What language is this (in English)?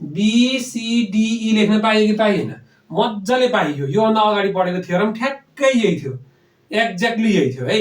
Nepali